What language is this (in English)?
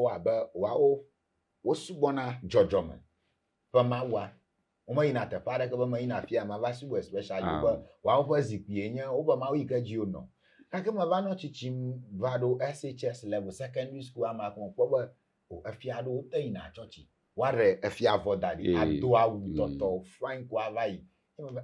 Ewe